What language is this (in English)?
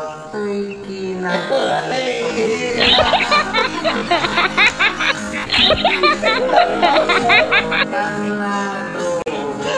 Filipino